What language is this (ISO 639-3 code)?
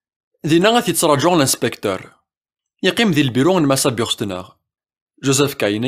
kab